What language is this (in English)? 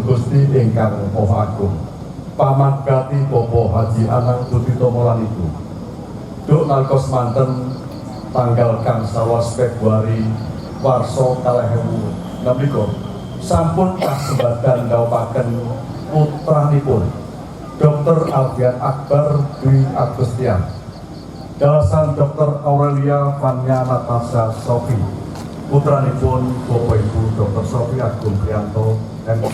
Javanese